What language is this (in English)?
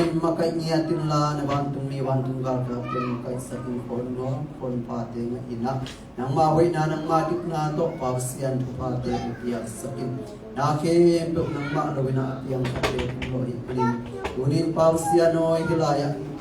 Tedim Chin